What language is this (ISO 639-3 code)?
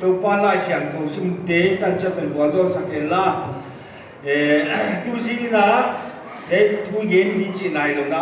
pck